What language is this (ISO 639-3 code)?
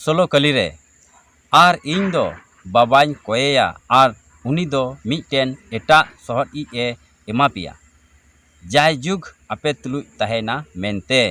sat